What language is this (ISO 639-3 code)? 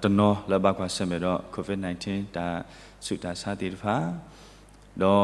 ksw